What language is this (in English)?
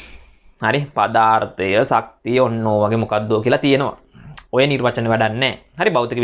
Sinhala